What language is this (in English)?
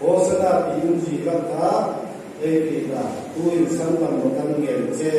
Hmar